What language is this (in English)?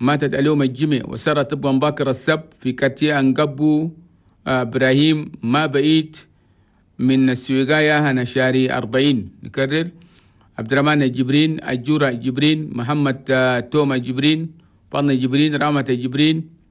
Chadian Arabic